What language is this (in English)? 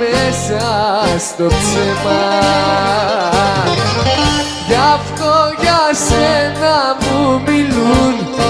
Greek